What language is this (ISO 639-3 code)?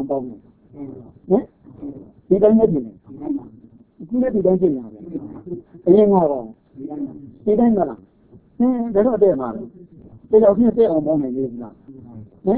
mya